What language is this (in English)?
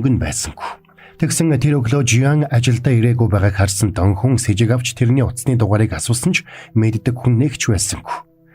Mongolian